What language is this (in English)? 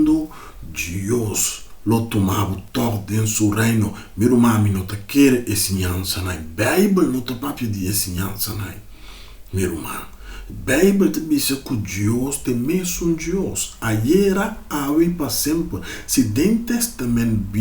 Papiamento